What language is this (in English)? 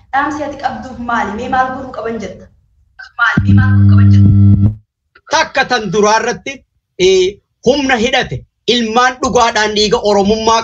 Oromo